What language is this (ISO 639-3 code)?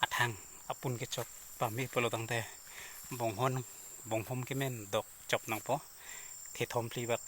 mjw